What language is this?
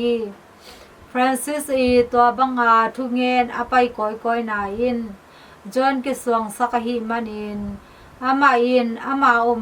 Tedim Chin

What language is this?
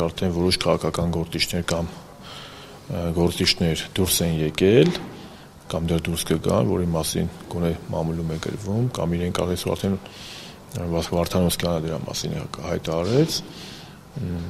Armenian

